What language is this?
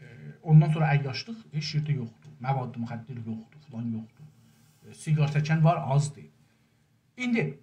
South Azerbaijani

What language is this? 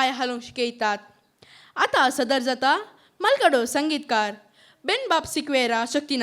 Konkani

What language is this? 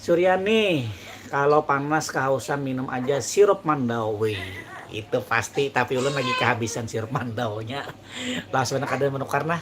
Banjar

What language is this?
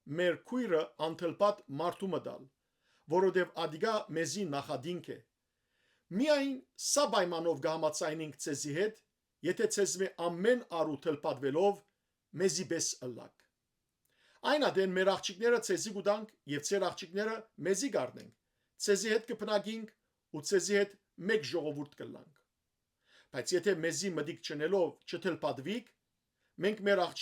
Western Armenian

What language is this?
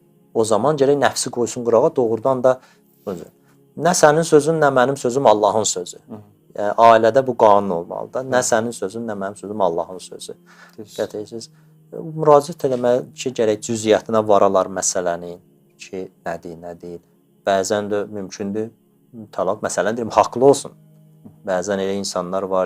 Azerbaijani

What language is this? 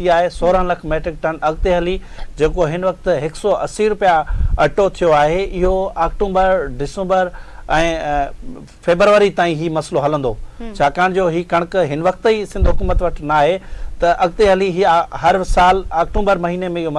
Sindhi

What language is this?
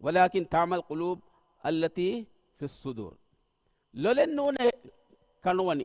Divehi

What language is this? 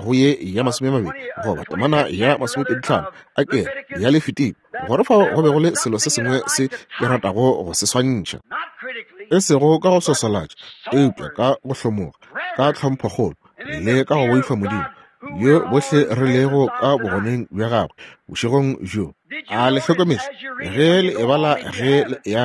Northern Sotho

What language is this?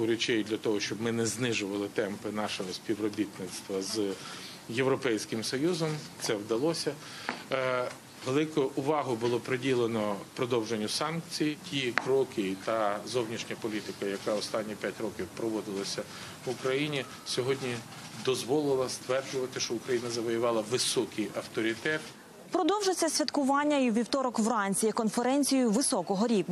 Ukrainian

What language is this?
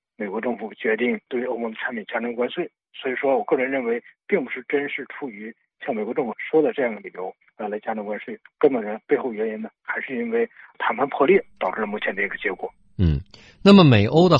Chinese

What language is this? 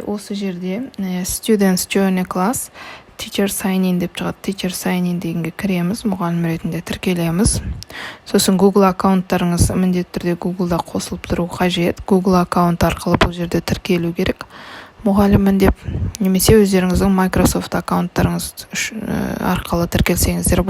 Kazakh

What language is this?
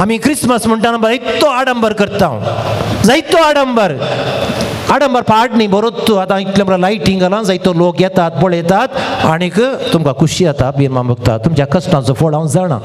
Konkani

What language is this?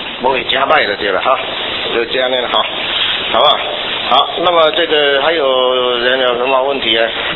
Chinese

